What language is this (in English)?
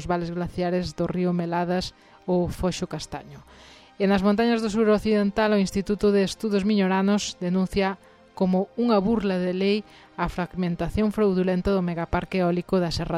Galician